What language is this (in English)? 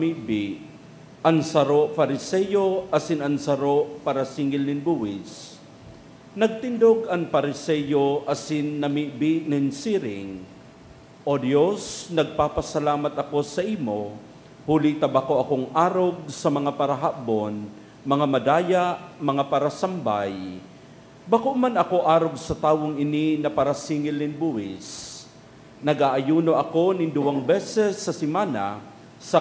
Bikol